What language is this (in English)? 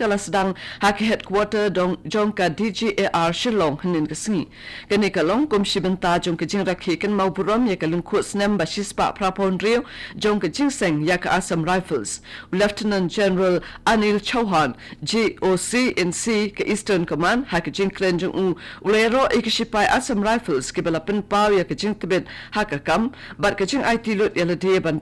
Khasi